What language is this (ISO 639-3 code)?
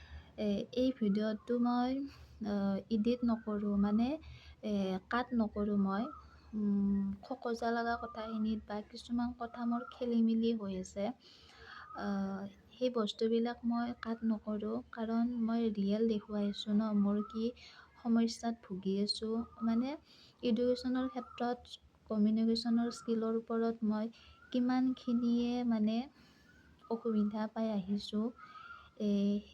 asm